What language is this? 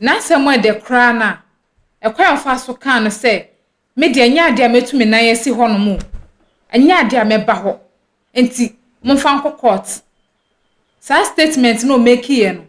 Akan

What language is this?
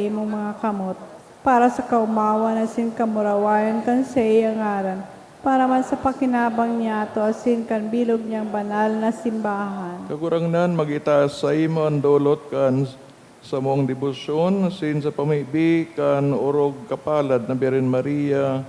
Bikol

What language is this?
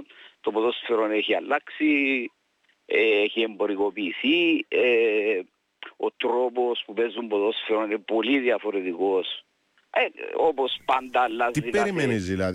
Greek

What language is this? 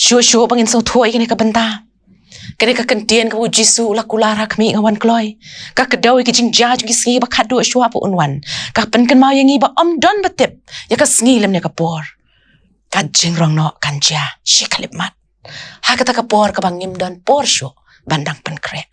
Khasi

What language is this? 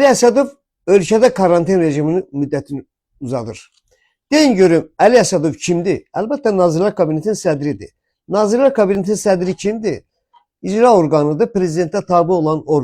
Azerbaijani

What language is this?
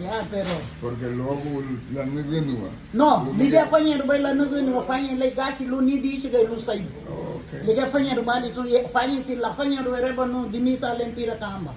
Garifuna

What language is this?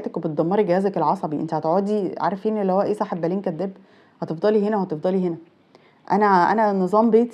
Egyptian Arabic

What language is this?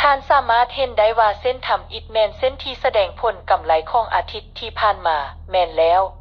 Lao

